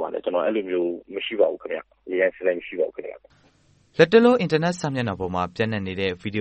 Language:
Burmese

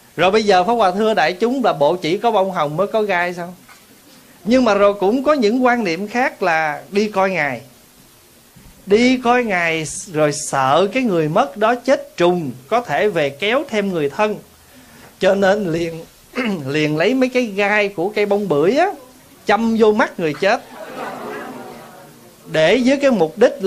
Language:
Vietnamese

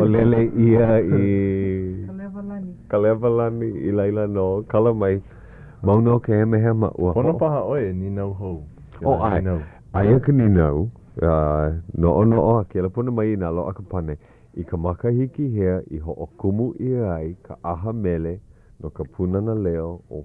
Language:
Hawaiian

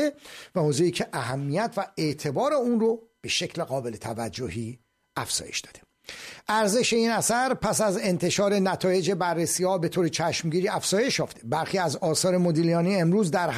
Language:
Persian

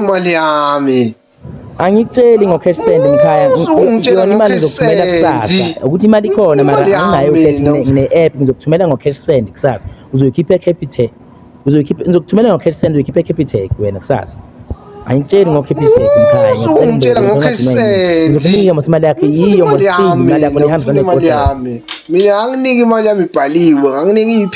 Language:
Zulu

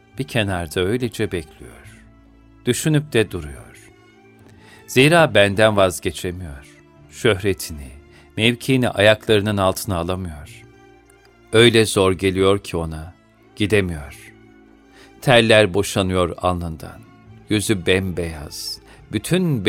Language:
Turkish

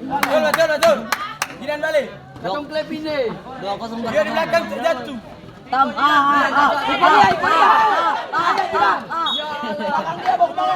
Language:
Ambonese Malay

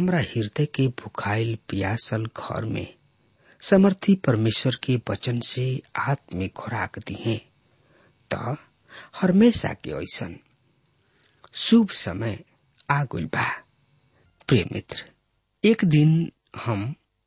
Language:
Bhojpuri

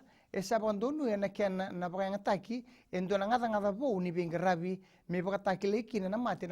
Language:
Fijian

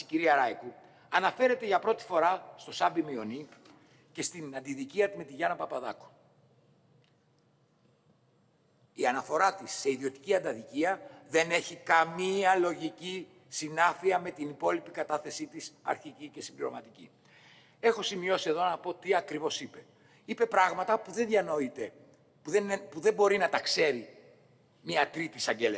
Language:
Greek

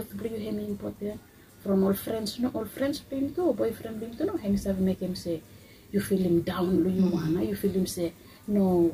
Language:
Bislama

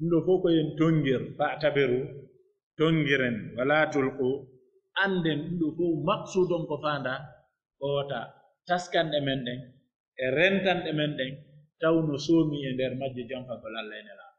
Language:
Pular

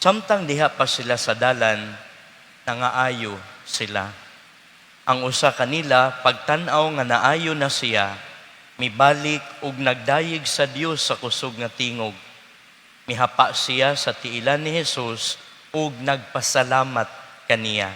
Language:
Cebuano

